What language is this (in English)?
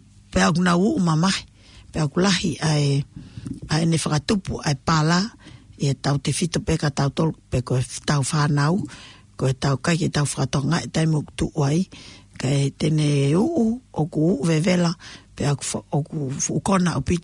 Tongan